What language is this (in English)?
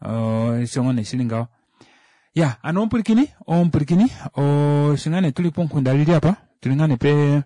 Kuanyama